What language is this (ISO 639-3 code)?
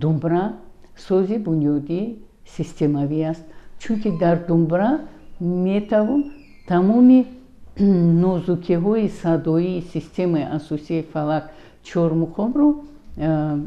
tgk